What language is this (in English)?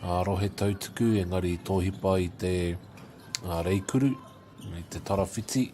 Māori